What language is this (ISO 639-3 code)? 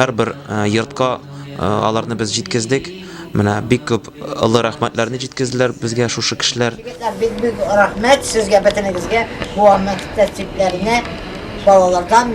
tat